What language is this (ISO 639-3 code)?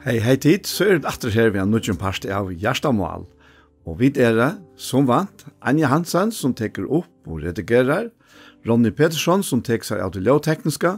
fao